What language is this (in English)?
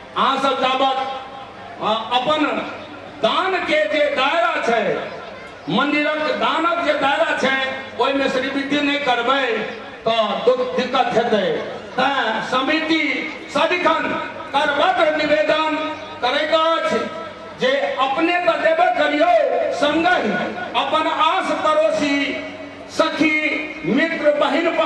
Maithili